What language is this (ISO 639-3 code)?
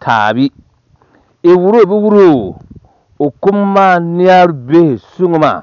dag